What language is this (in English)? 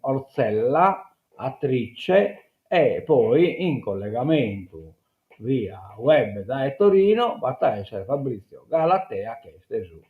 Sardinian